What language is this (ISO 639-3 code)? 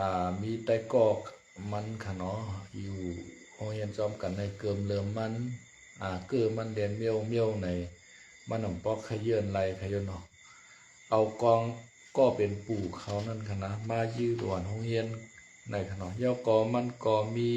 shn